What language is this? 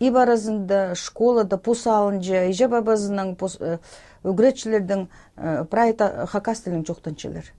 Khakas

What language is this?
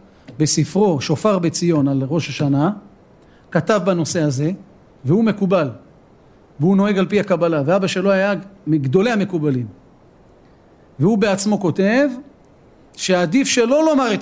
Hebrew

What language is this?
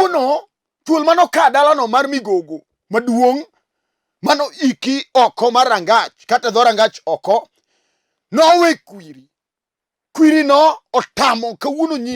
Luo (Kenya and Tanzania)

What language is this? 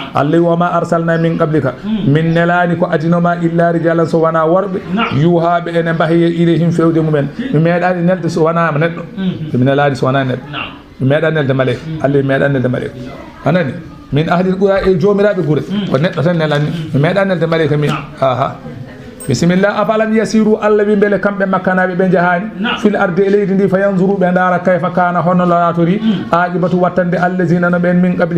Fula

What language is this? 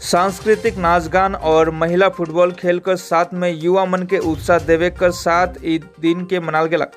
Sadri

